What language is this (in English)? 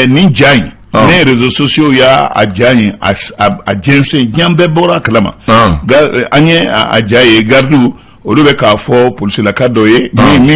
Bambara